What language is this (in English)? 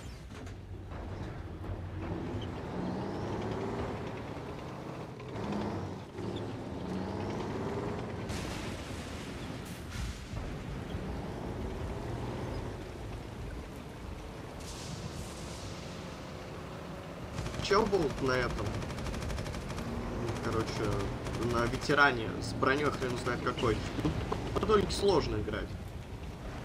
Russian